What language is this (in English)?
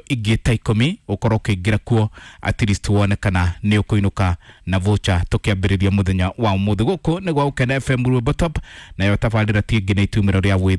Kikuyu